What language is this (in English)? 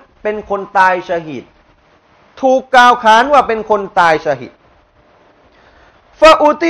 Thai